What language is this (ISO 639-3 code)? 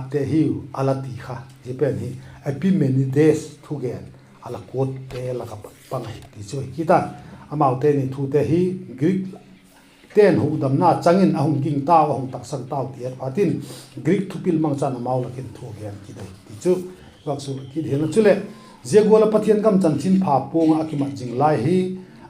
vap